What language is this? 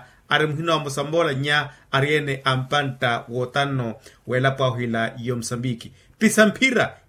Makhuwa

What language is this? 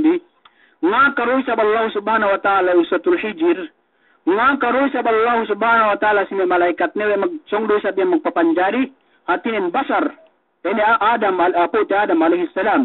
Yakan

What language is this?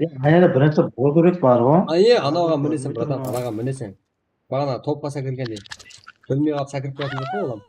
Kara-Kalpak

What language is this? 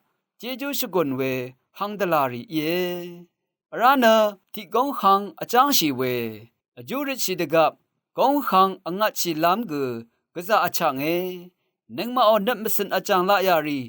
Rawang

